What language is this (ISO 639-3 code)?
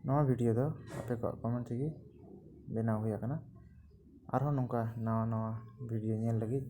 sat